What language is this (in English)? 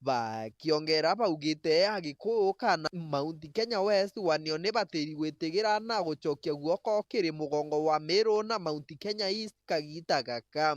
Meru